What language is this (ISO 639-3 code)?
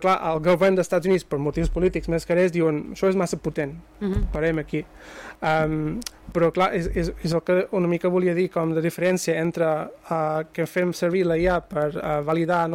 cat